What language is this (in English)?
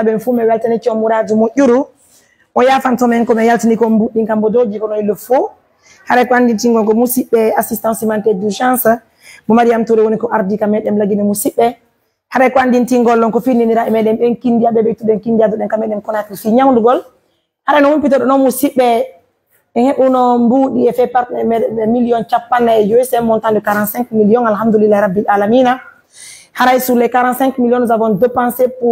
Pular